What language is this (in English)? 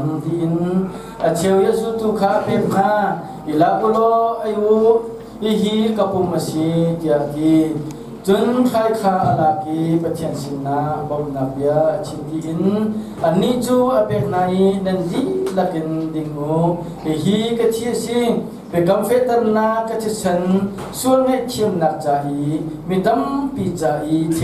Hakha Chin